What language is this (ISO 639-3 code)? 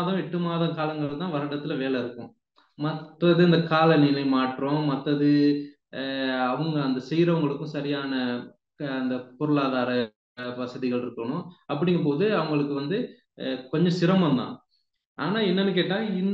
tam